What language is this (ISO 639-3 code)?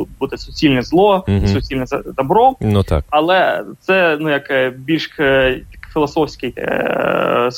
ukr